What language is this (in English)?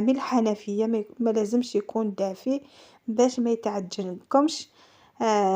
Algerian Arabic